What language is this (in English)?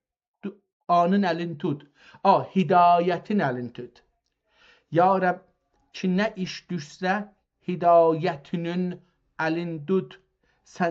South Azerbaijani